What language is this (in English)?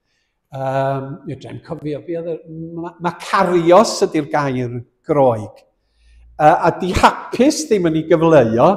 Welsh